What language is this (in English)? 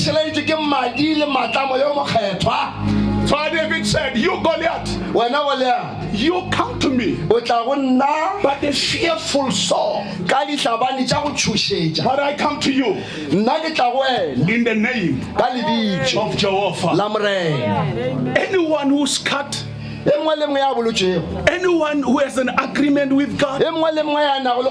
Northern Sotho